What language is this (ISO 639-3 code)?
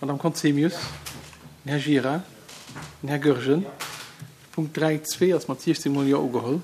ltz